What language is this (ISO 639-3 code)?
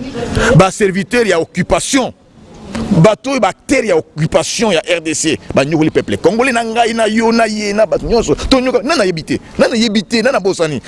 lin